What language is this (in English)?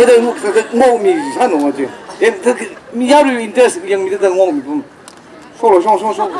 Tangkhul Naga (India)